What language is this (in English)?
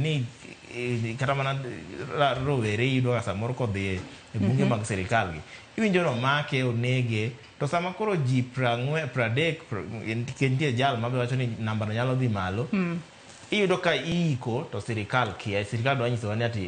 Luo (Kenya and Tanzania)